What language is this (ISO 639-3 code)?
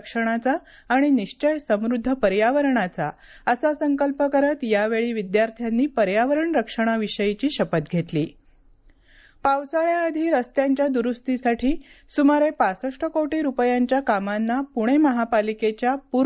mar